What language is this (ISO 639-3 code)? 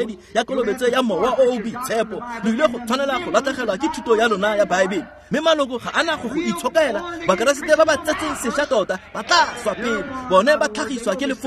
tsn